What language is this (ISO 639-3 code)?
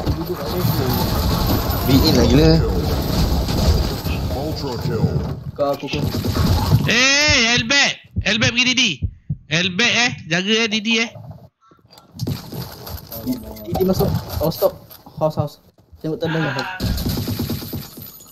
msa